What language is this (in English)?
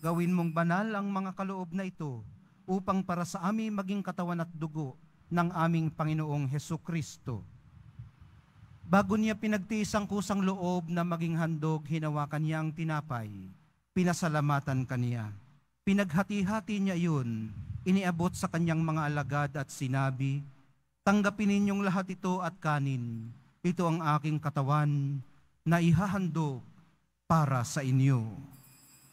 Filipino